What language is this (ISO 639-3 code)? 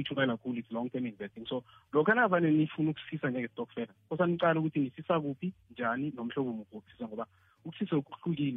nbl